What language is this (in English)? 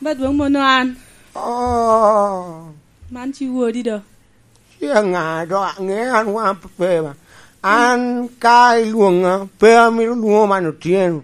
Lango (Uganda)